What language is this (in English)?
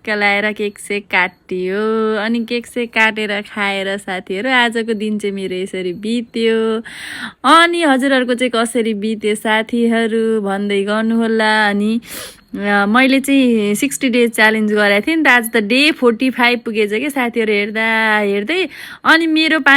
Nepali